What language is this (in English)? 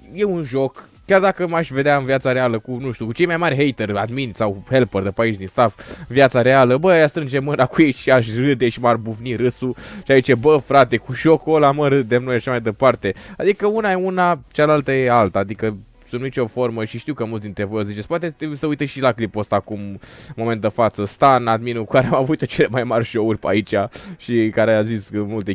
Romanian